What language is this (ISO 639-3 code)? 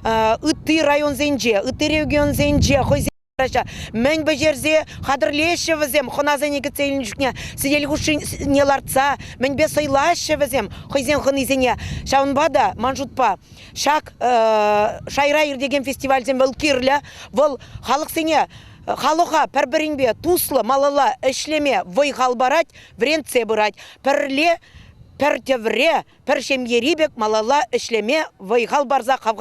chv